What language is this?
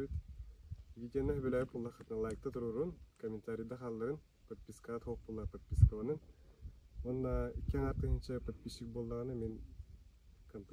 Yakut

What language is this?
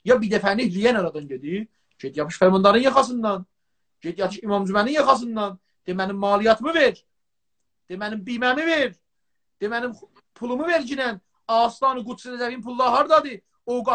South Azerbaijani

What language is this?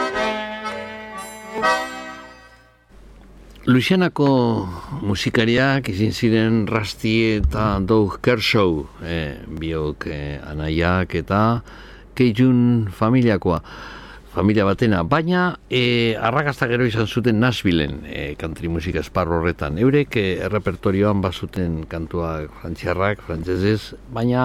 Basque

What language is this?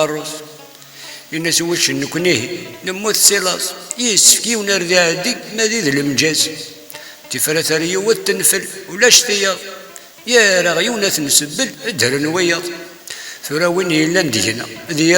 Kabyle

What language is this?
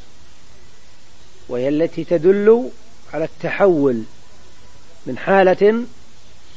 Arabic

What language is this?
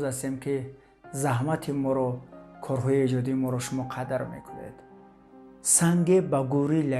Tajik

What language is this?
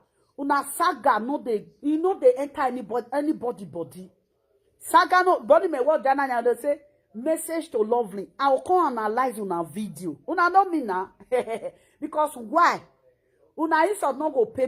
Nigerian Pidgin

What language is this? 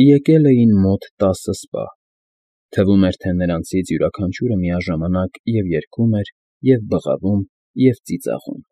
Armenian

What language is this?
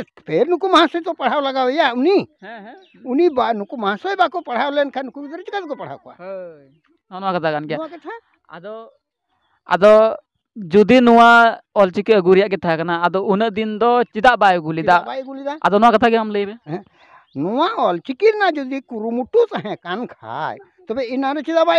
Santali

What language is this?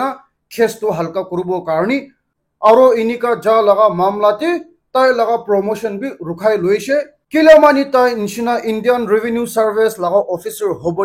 Naga Pidgin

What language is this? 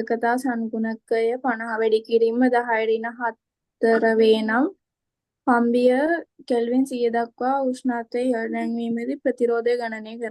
Sinhala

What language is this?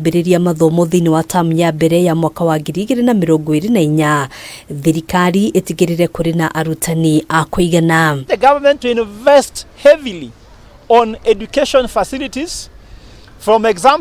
Kikuyu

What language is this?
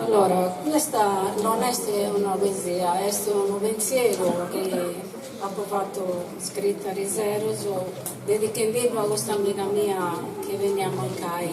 Sardinian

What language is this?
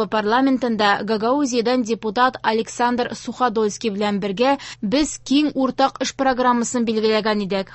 Tatar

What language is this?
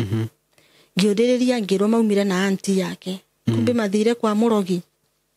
Kikuyu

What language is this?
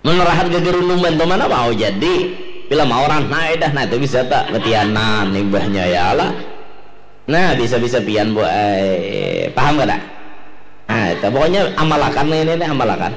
Banjar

